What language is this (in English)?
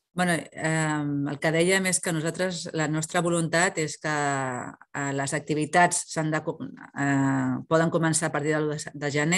Catalan